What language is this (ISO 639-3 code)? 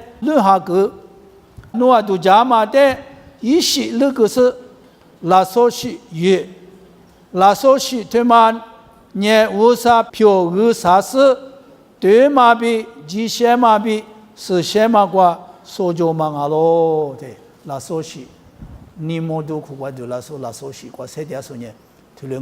lis